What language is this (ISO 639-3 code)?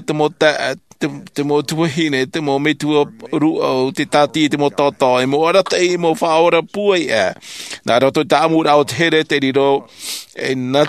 tah